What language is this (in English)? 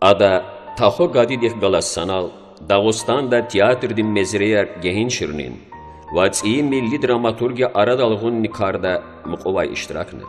Lezghian